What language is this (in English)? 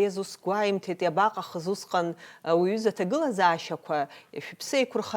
Abkhazian